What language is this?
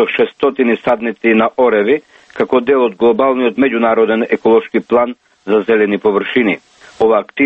Macedonian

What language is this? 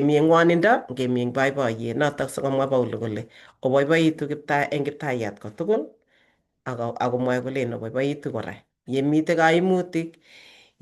Kalenjin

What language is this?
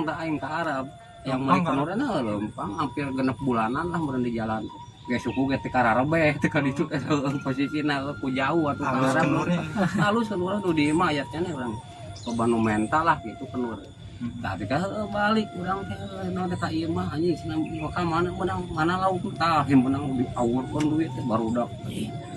Sundanese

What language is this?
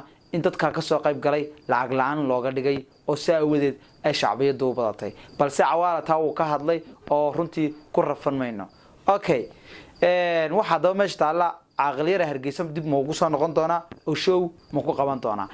Somali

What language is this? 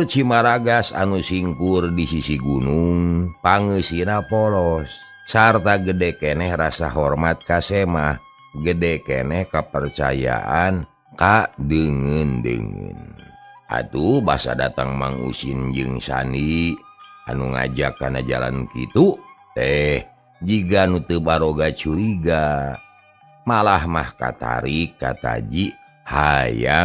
Sundanese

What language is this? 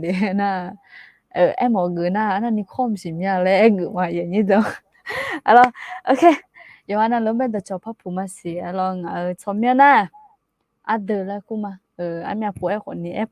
Akha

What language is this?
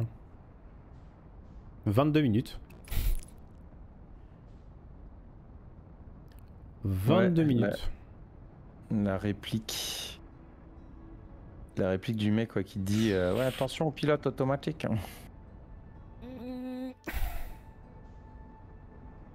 French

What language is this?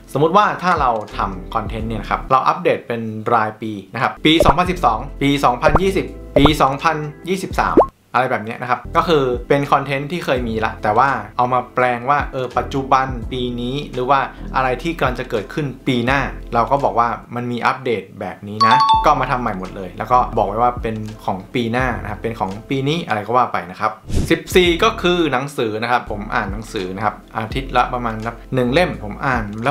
Thai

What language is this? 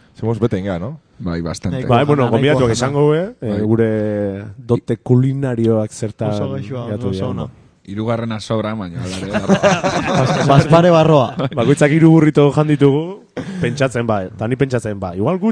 Basque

